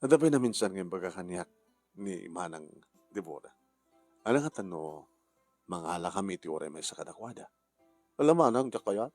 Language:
Iloko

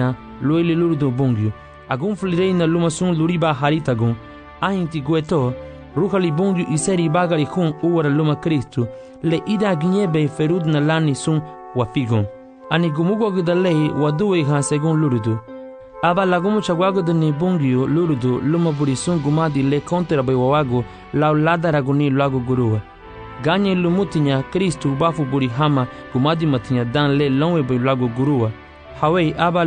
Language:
Garifuna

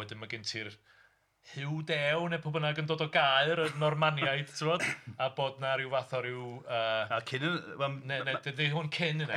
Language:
Welsh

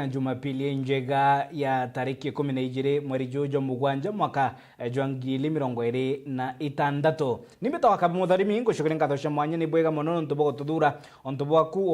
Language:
Meru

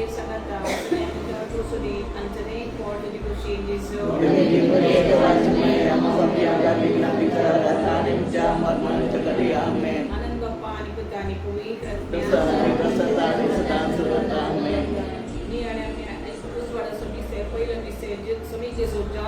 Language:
Konkani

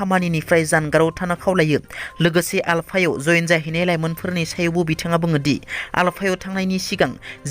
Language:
Bodo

